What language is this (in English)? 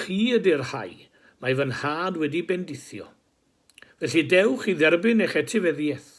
Welsh